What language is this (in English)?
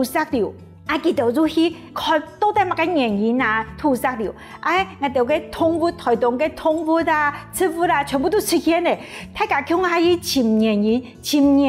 Hakka Chinese